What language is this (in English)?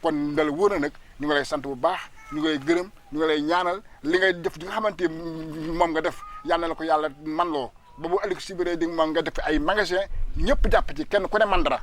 Wolof